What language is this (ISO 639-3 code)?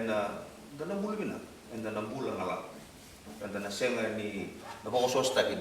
fij